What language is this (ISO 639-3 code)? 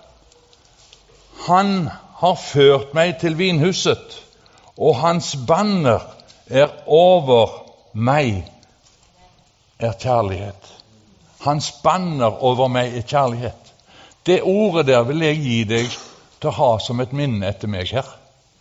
nor